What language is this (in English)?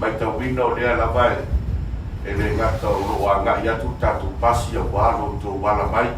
Samoan